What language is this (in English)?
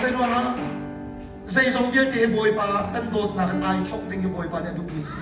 Hakha Chin